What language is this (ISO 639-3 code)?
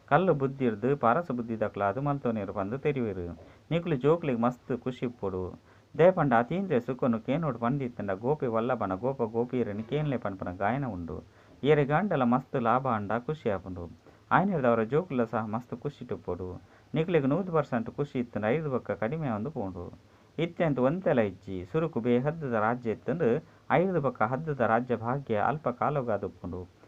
tcy